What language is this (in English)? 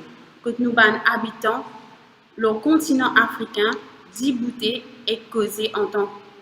Morisyen